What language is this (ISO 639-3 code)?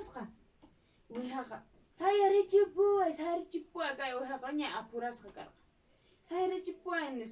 que